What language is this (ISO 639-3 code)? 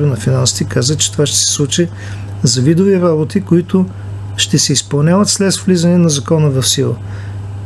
bul